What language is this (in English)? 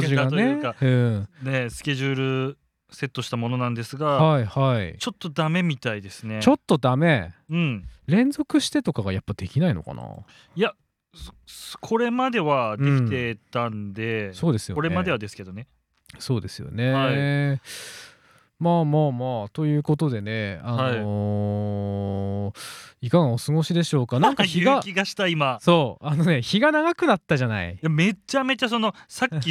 Japanese